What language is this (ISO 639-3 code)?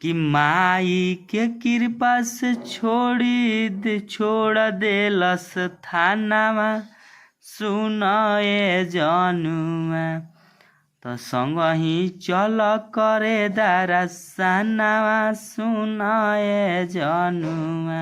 bho